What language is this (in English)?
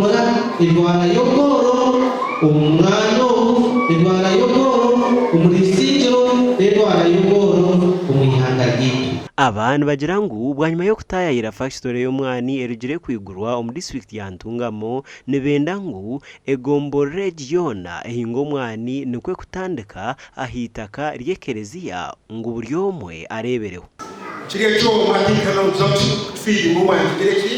Nyankole